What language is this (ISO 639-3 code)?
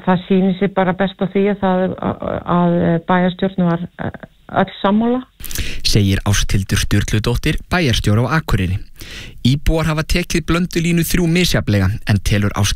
isl